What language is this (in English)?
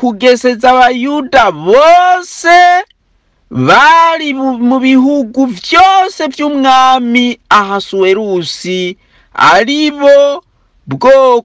Rundi